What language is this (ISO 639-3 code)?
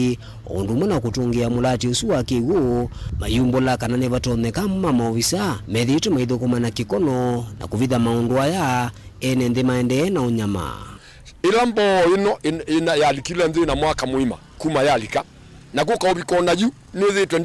kam